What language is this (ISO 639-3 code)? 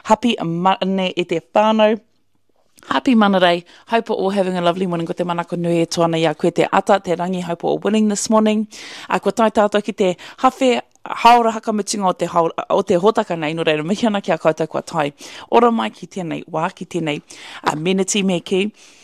mri